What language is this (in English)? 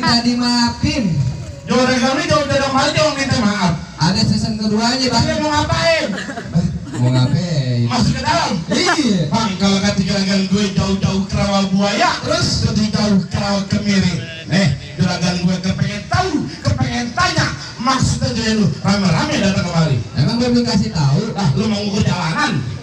Betawi